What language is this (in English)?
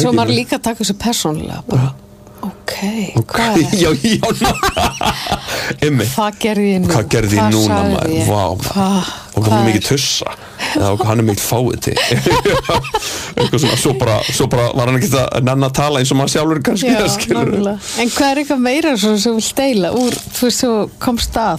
Icelandic